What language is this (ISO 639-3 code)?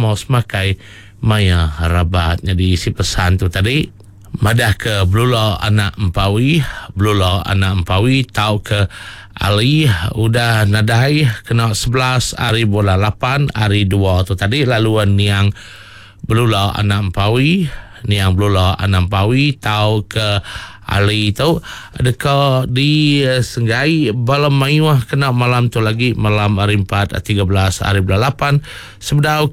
iba